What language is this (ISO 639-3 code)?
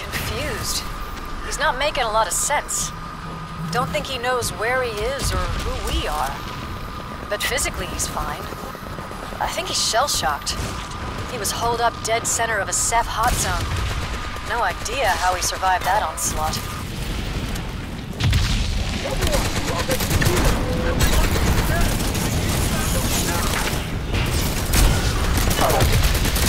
eng